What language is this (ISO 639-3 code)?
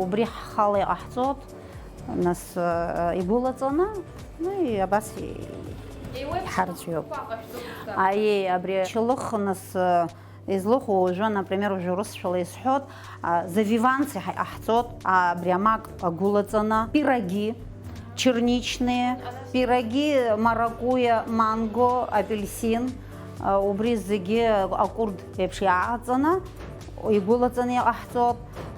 abk